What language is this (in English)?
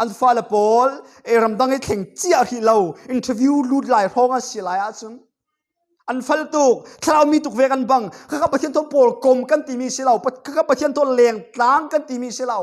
Falam Chin